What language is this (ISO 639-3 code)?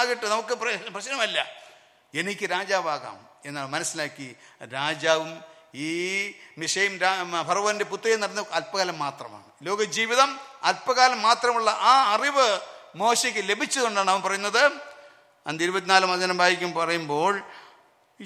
mal